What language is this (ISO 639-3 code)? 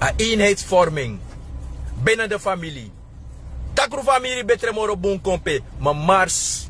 srn